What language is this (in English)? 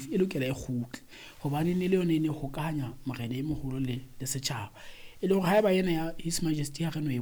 Southern Sotho